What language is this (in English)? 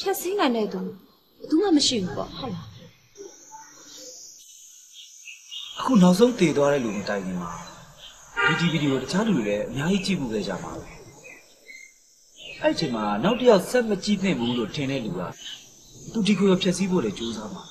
Burmese